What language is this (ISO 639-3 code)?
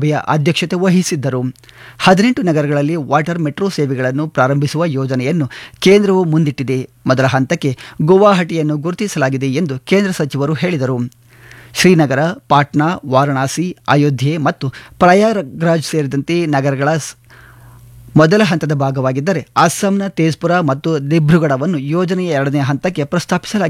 kan